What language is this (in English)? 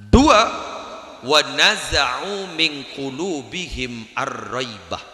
Madurese